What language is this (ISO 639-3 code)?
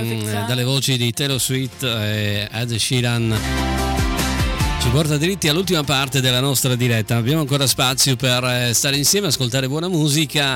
ita